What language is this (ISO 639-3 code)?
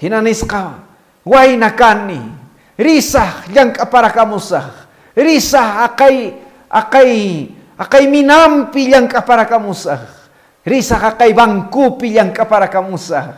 que